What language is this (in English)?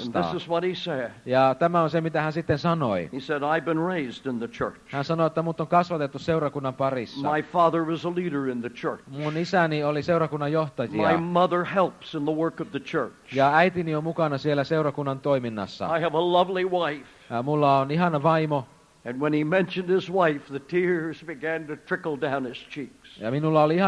Finnish